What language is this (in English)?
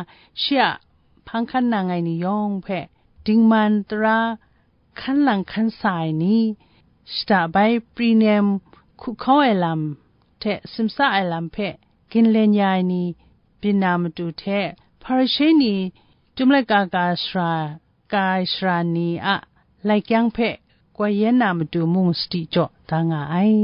Kachin